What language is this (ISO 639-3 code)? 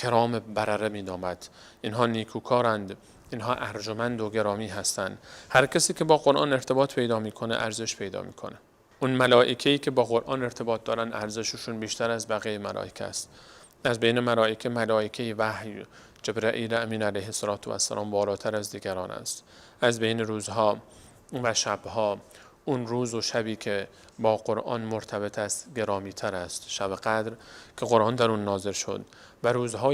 fas